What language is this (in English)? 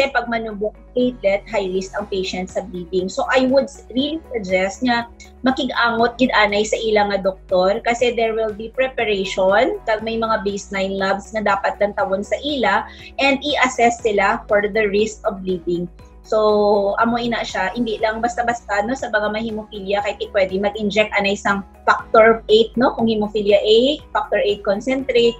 Hiligaynon